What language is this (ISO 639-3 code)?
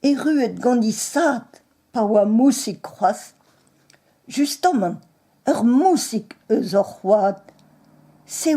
bre